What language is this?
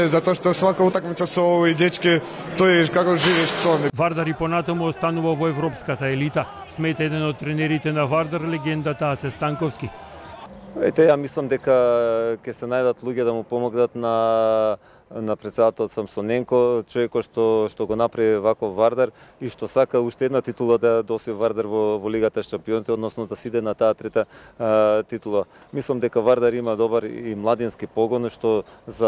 Macedonian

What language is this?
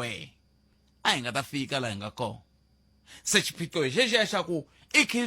Tsonga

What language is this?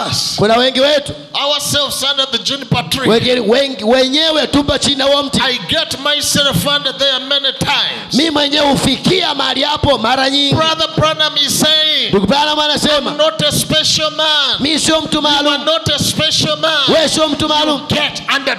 Swahili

